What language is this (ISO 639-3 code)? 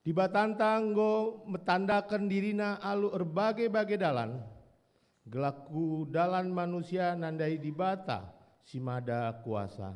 btx